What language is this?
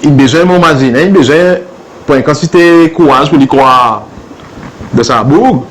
Seselwa Creole French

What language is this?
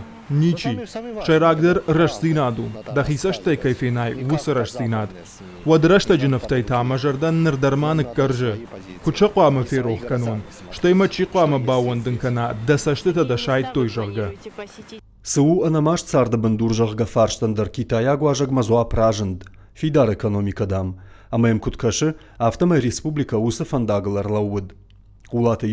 Ossetic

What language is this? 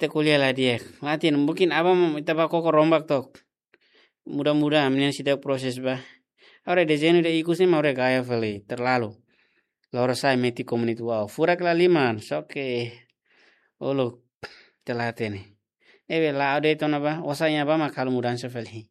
Tetum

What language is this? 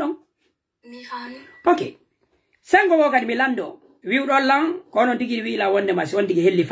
Pular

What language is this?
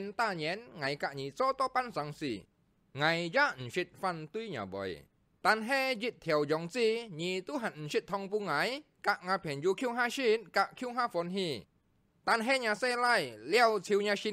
Hakka Chinese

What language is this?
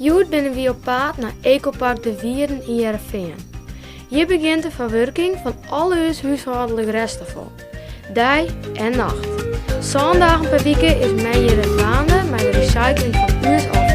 Western Frisian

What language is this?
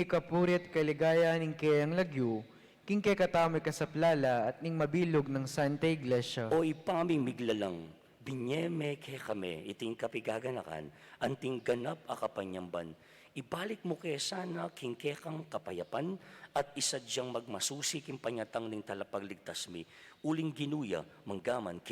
Pampanga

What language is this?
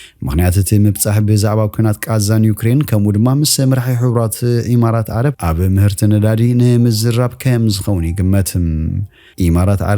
Tigrinya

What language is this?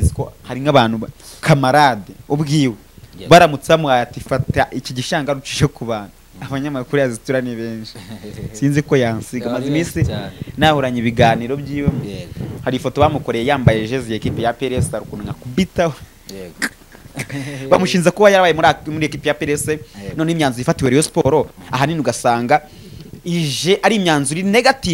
Kinyarwanda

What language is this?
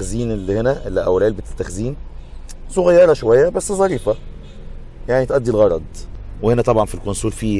Egyptian Arabic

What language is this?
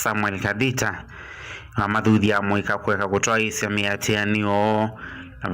Kamba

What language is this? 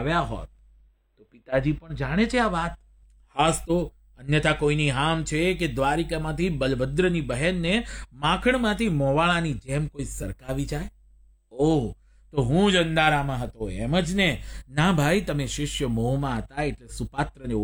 Gujarati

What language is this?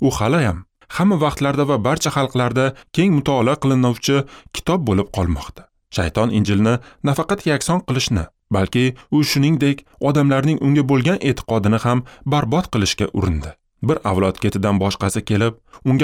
Uzbek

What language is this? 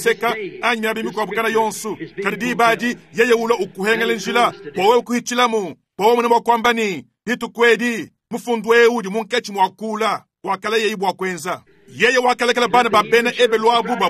Luba-Lulua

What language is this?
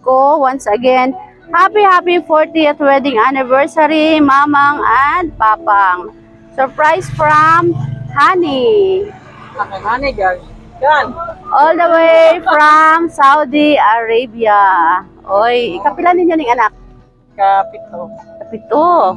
Cebuano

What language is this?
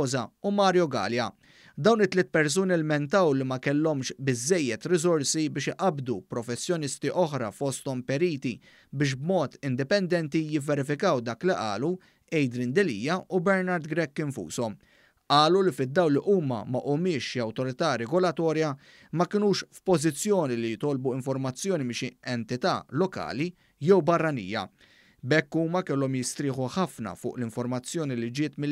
Maltese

